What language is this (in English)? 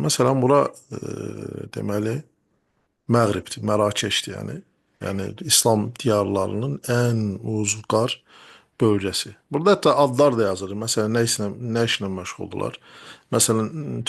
Azerbaijani